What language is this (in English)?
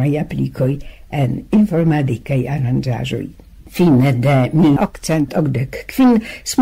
Esperanto